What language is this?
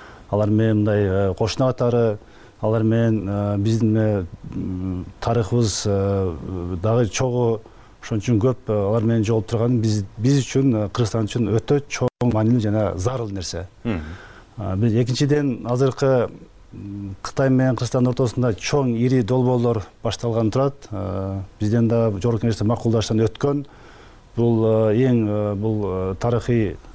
Kyrgyz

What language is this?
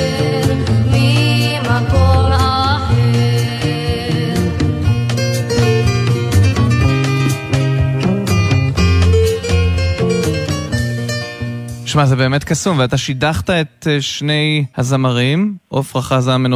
Hebrew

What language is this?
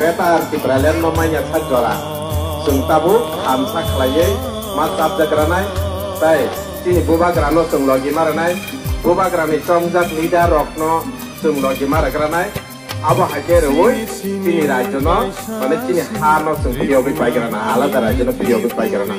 Kok Borok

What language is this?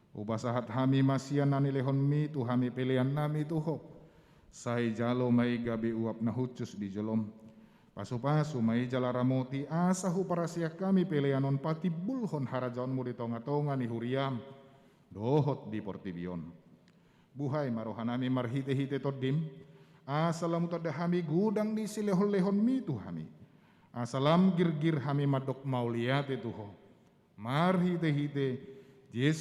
Batak Toba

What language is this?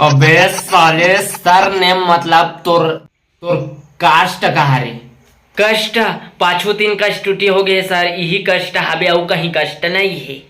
Chhattisgarhi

